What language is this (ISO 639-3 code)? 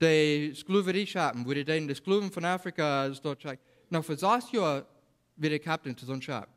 pdt